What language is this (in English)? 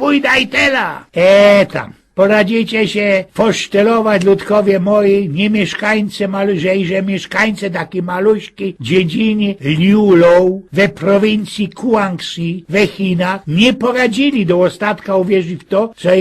Silesian